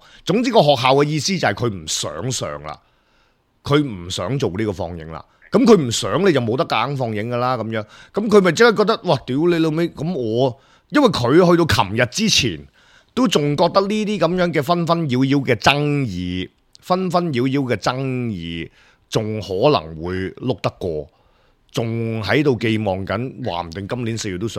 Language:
Cantonese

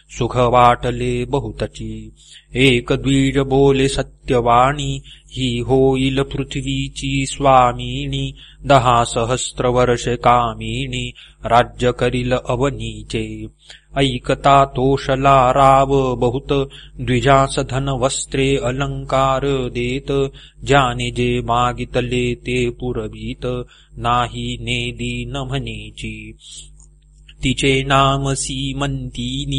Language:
Marathi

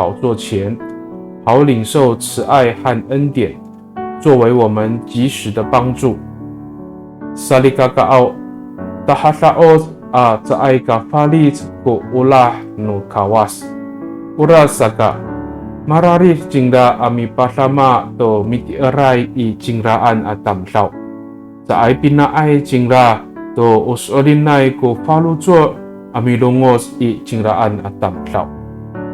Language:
Amis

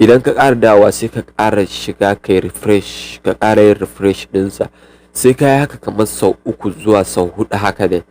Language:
Hausa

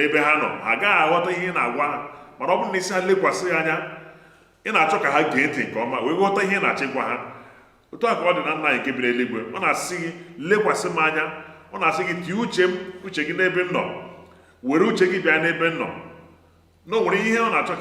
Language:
Igbo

